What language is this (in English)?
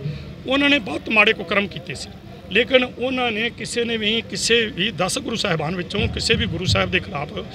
Punjabi